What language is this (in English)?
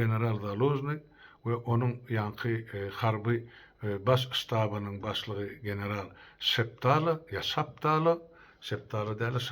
Turkmen